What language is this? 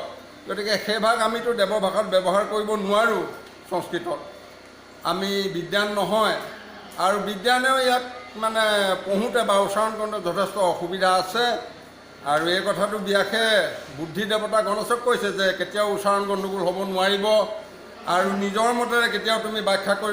Assamese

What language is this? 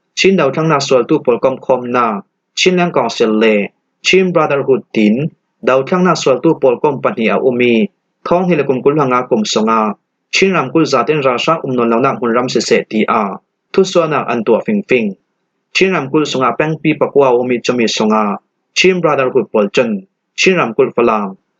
Falam Chin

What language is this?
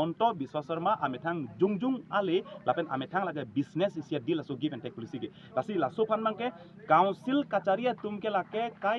Karbi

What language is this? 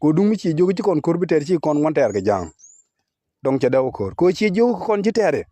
Nuer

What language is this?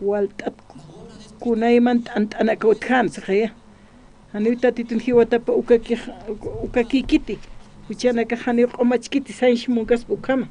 Aymara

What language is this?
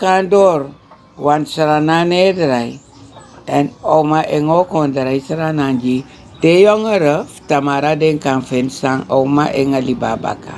Sranan Tongo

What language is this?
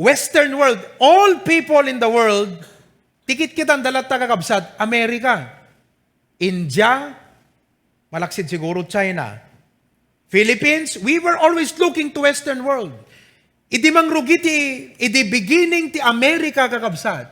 Iloko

